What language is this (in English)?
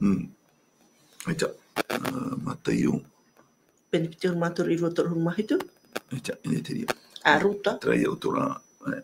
Tahitian